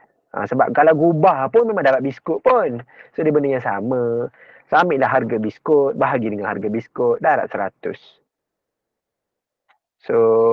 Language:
Malay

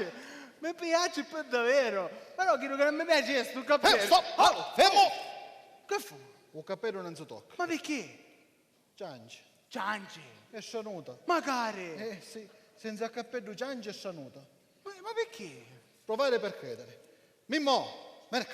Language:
Sicilian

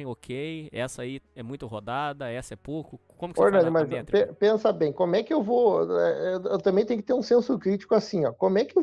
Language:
Portuguese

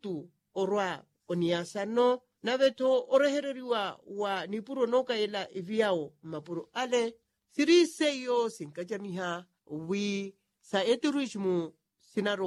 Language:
Makhuwa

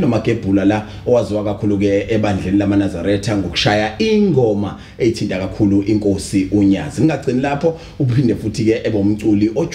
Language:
Zulu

